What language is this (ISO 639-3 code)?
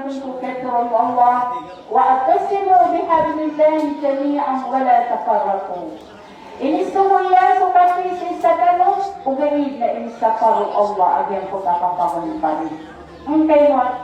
mrw